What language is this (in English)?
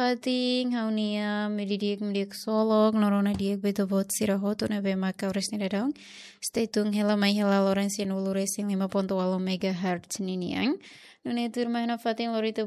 Tetum